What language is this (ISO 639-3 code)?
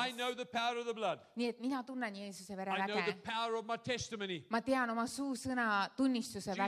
est